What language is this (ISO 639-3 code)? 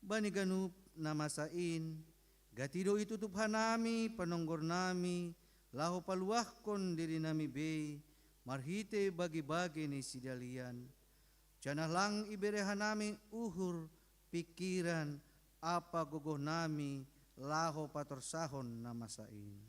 bts